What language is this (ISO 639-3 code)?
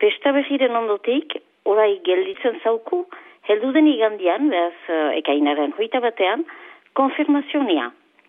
eus